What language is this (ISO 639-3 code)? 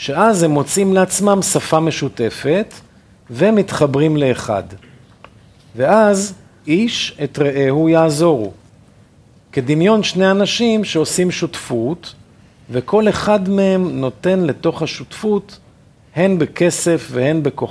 heb